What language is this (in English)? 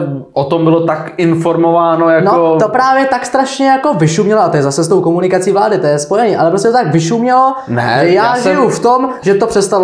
Czech